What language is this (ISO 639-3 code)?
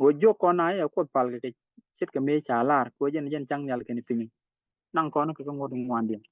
nus